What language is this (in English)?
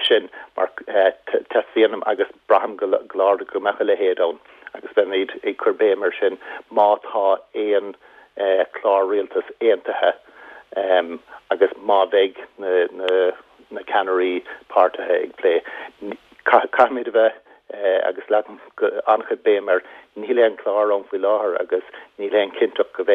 Irish